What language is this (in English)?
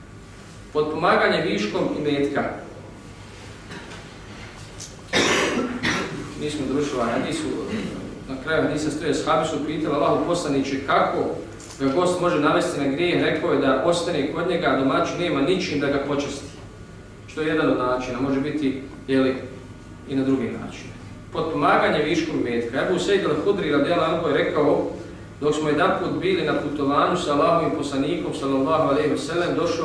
Bosnian